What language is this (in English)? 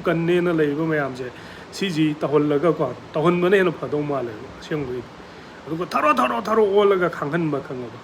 Manipuri